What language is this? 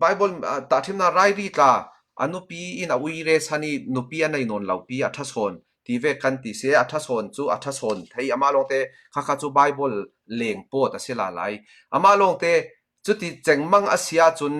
Falam Chin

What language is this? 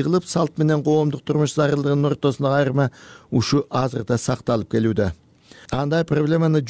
Kyrgyz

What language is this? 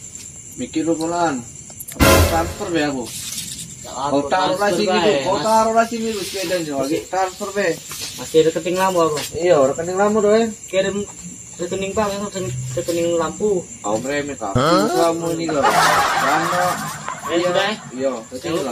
Musi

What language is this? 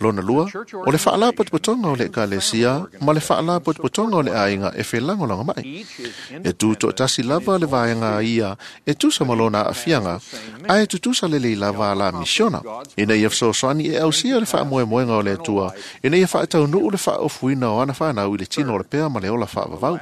Samoan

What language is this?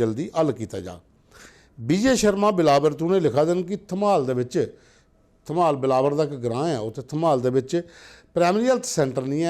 Dogri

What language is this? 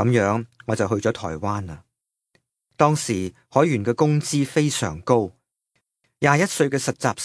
Cantonese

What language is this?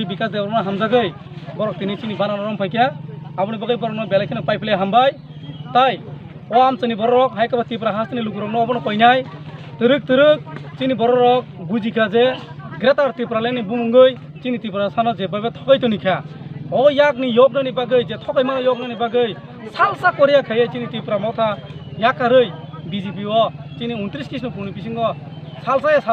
Kok Borok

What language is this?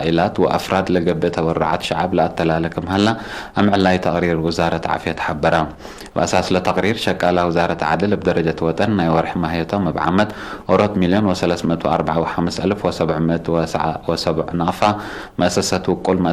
Tigre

